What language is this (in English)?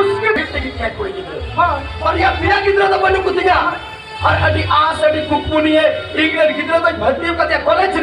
Santali